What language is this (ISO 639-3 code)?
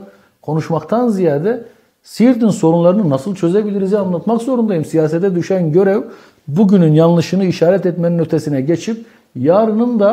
tur